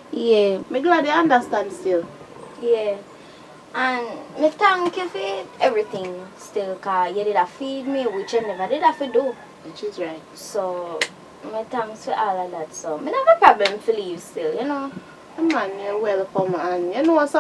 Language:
Jamaican Creole English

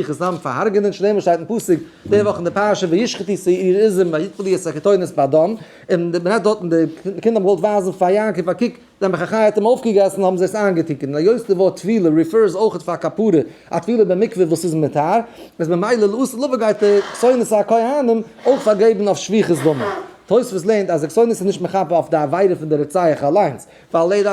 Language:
Yiddish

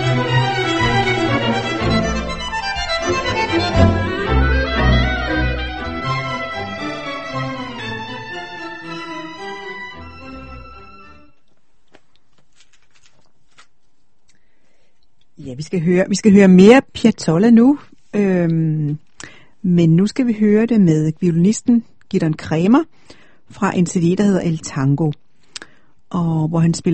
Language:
Danish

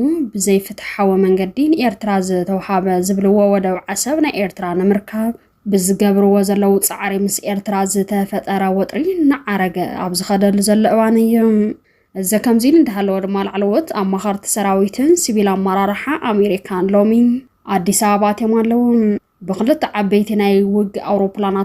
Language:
Tigrinya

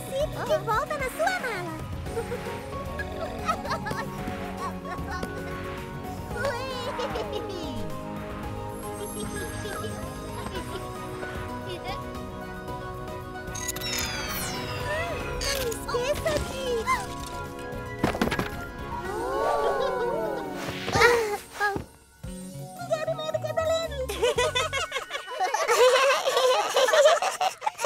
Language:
Portuguese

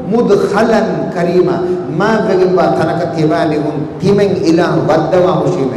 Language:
Divehi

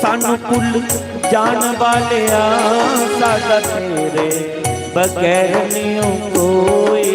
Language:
Dogri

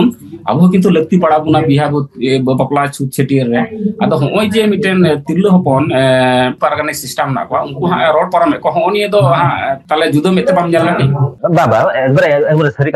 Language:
Santali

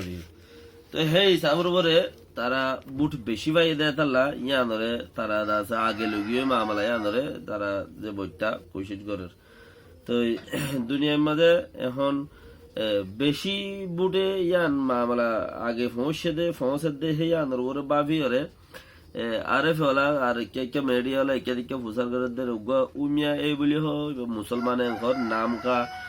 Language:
Rohingya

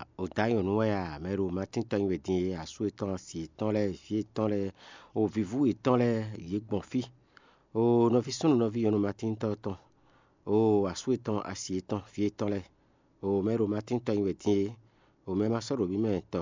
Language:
Fon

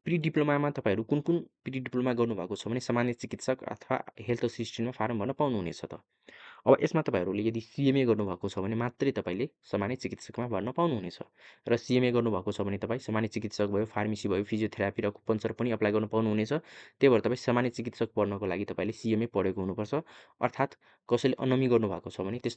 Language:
Nepali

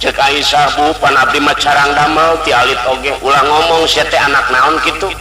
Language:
Sundanese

